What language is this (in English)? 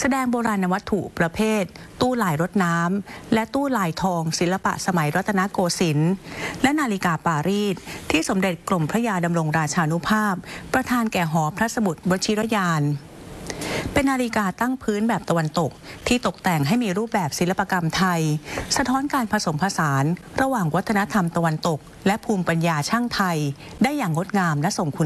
Thai